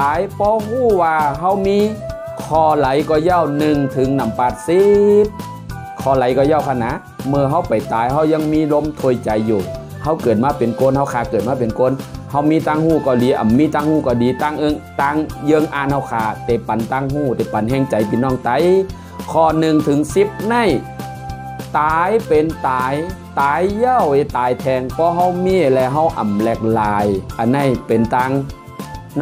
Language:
Shan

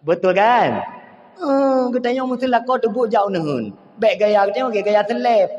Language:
Achinese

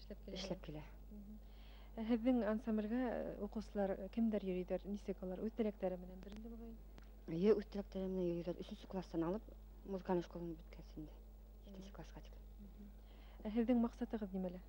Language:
Bashkir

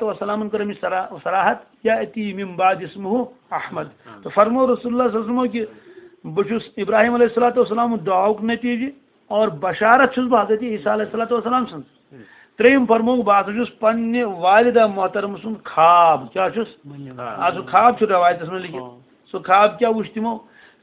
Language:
Kashmiri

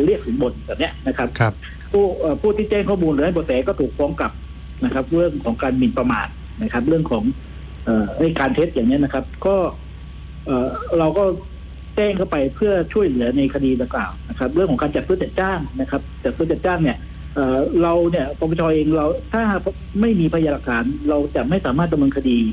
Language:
Thai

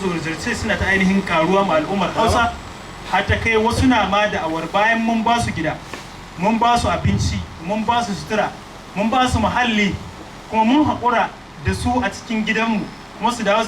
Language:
Hausa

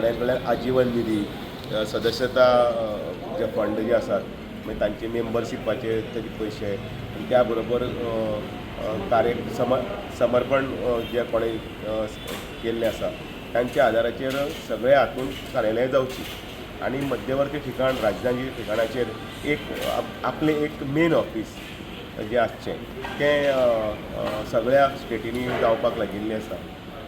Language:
Konkani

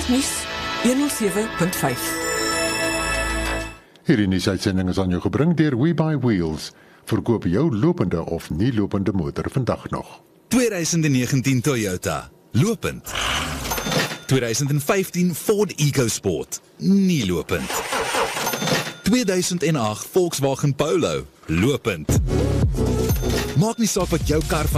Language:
Afrikaans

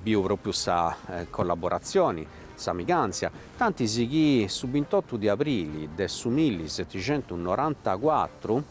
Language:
Sardinian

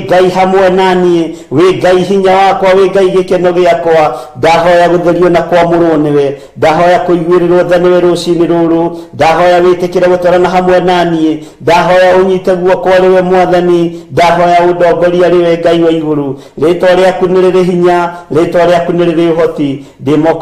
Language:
Kikuyu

